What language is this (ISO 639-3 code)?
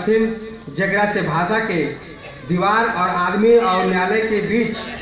mag